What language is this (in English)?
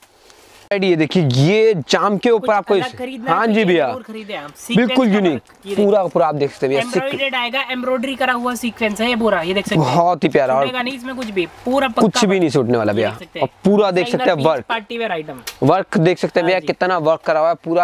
Hindi